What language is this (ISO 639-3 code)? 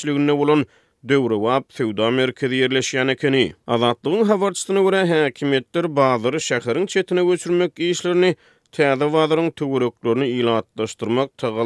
tuk